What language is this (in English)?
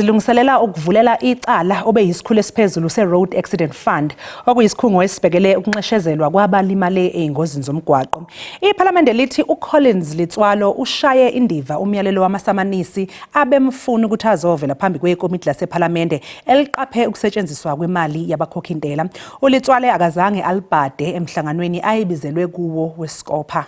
Zulu